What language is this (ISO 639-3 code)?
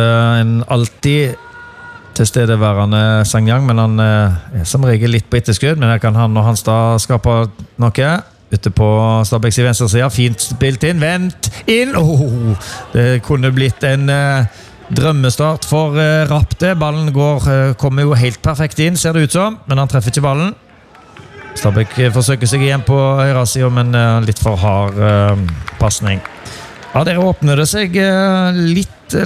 nor